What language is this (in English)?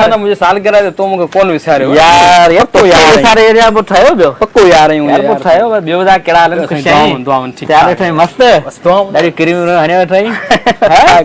Sindhi